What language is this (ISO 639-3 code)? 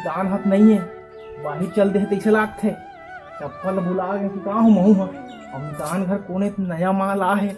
hne